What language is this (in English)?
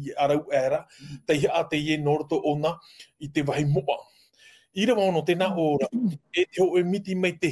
Tahitian